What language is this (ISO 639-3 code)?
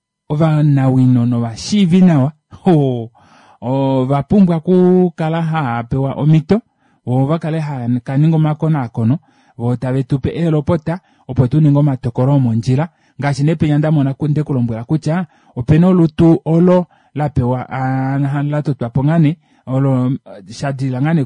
kua